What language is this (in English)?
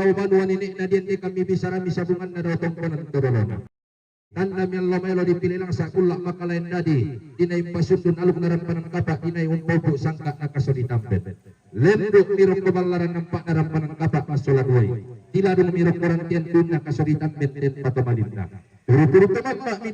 Toraja-Sa'dan